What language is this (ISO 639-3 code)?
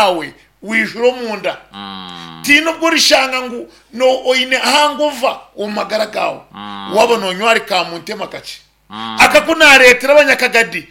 nyn